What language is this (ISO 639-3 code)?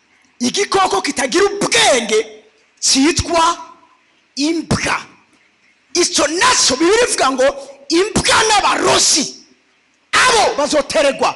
run